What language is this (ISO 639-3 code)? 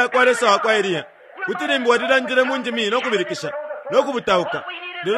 bem